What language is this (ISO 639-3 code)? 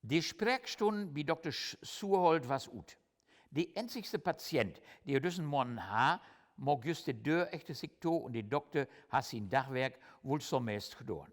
nds